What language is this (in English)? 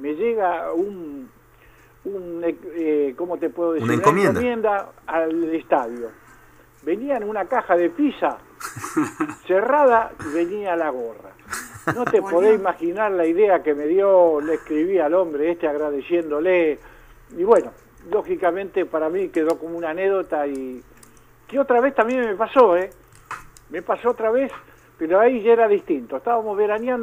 Spanish